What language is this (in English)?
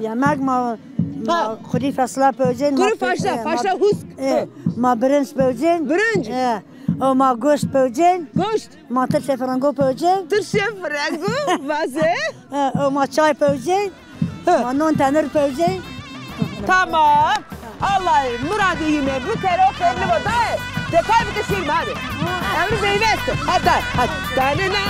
Zaza